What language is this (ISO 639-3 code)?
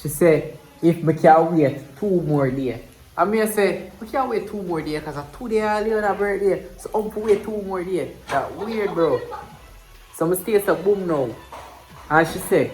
jam